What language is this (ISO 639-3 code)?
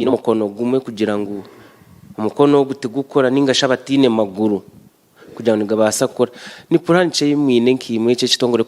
nyn